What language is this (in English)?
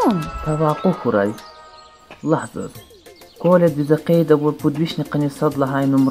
Lezghian